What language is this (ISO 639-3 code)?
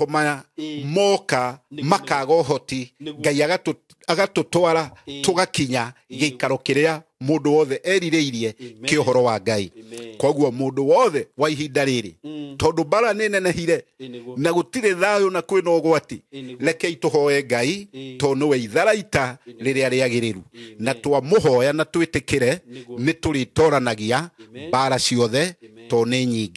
kik